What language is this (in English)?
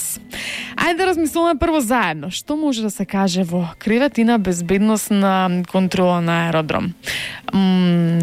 Macedonian